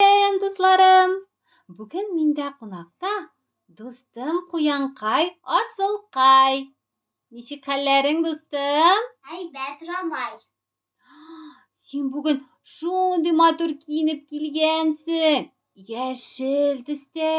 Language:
Tatar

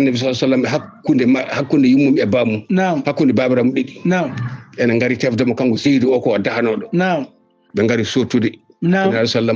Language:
Fula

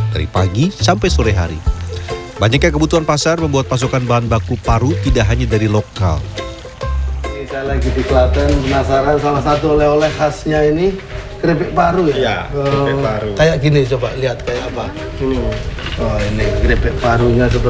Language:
Indonesian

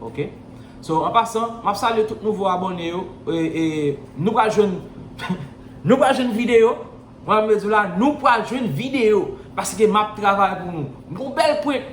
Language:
Haitian Creole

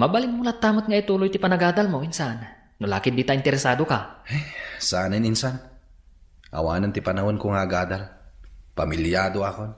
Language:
Iloko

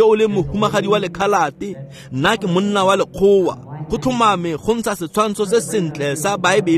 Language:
Tswana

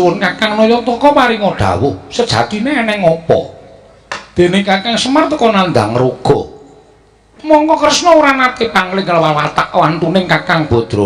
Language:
Javanese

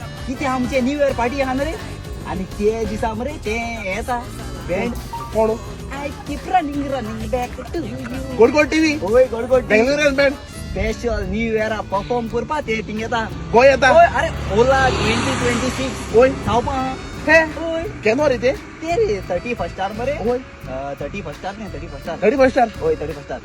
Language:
Konkani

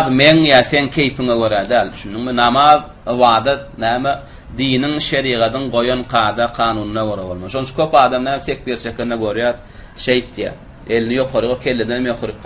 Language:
Turkmen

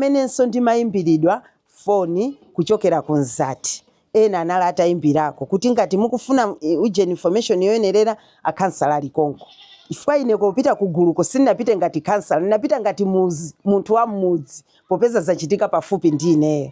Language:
Nyanja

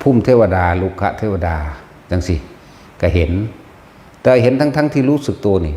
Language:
Northeastern Thai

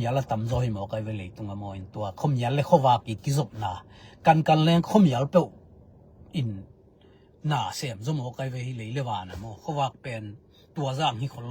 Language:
Tedim Chin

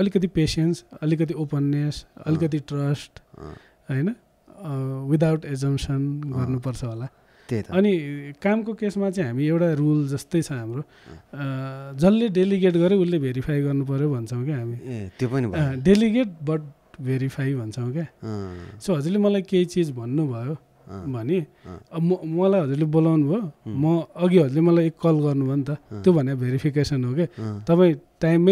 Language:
Nepali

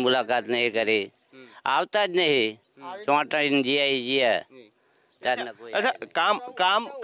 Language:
Gujarati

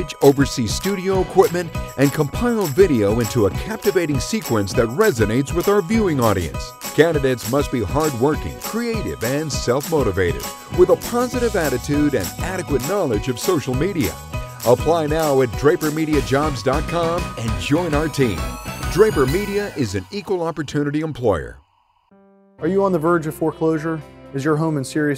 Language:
English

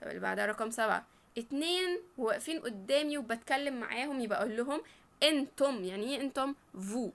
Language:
Egyptian Arabic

